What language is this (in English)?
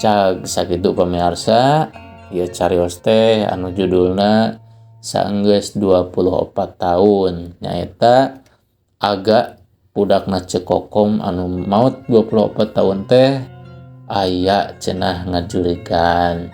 Sundanese